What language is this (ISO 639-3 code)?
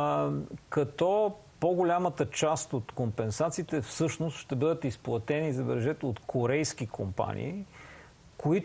bul